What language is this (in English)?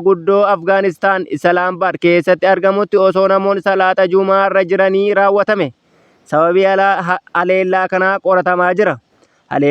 Oromo